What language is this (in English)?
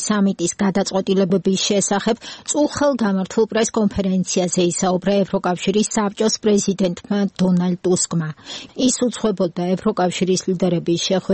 Georgian